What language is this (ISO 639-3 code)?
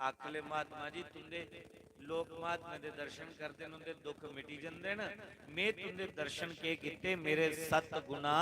doi